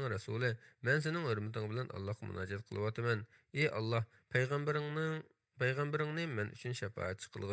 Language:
Uyghur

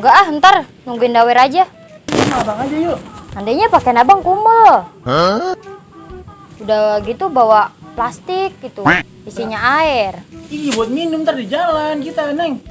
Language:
Betawi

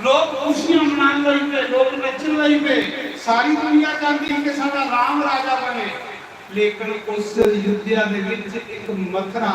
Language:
Dogri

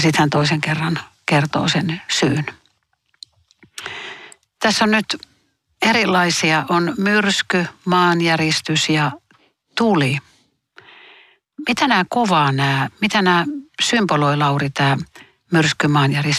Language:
Finnish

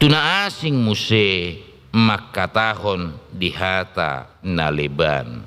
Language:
Batak Toba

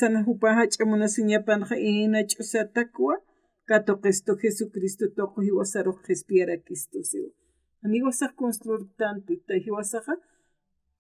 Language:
Aymara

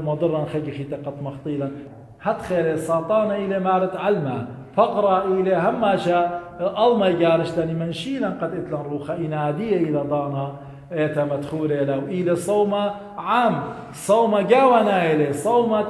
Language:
Assyrian Neo-Aramaic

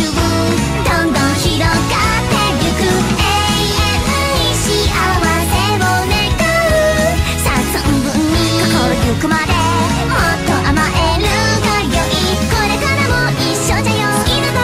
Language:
Japanese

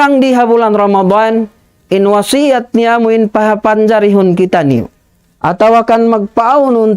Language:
Tausug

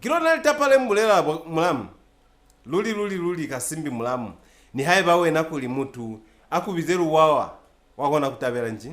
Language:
Lozi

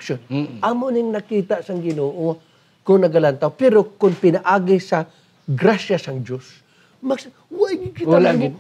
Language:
Hiligaynon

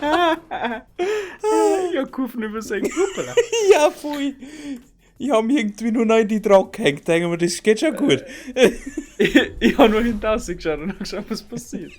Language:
Bavarian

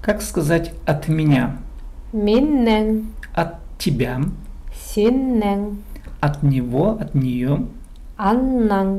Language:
Khakas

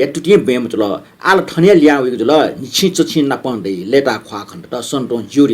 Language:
Newari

